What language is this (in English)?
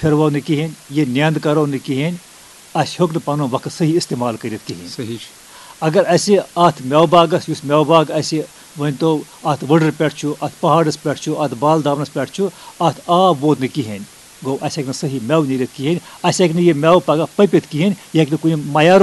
Kashmiri